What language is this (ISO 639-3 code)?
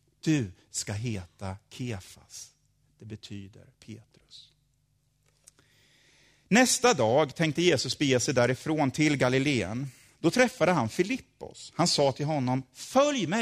swe